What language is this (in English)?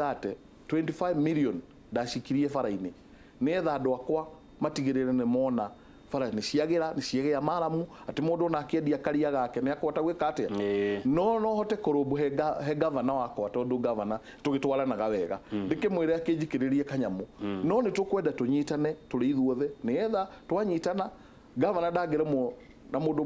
Kikuyu